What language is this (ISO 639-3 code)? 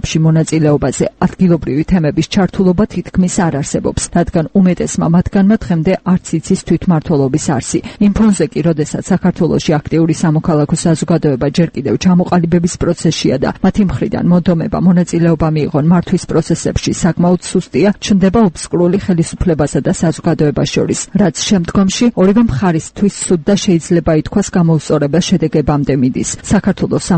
kat